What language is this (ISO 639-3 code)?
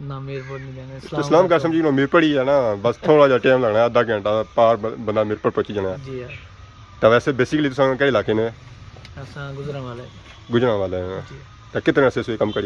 phr